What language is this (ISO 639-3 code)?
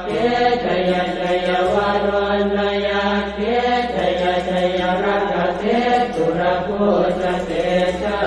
pli